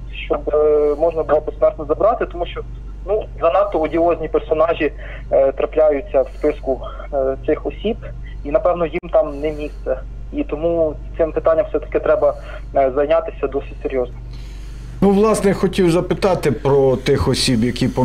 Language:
Ukrainian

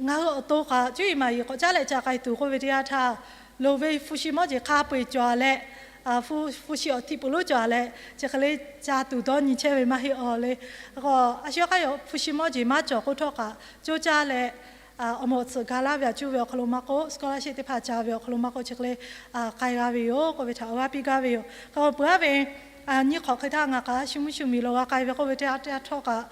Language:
Lahu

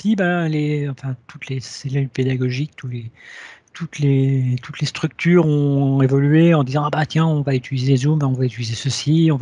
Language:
French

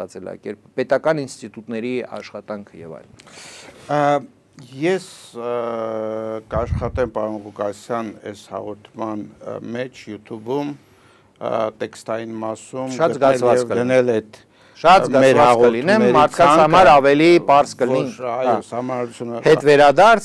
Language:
Armenian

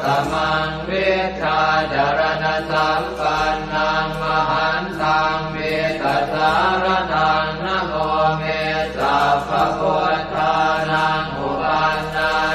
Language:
Pali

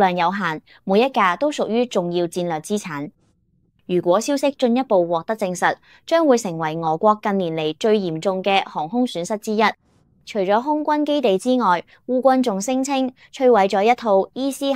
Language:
Cantonese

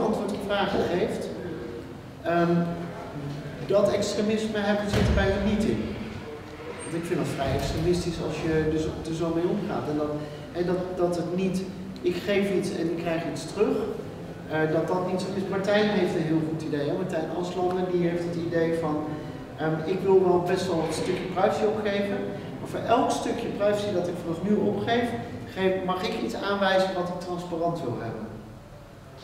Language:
Dutch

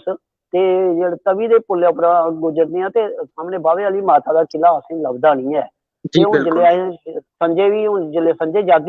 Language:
Dogri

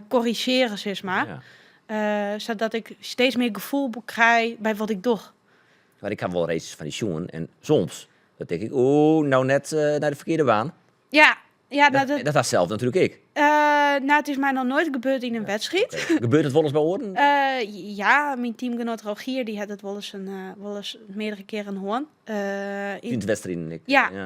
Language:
Western Frisian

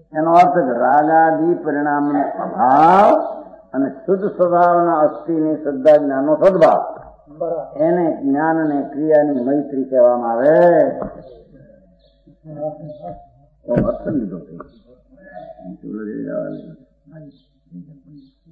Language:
Gujarati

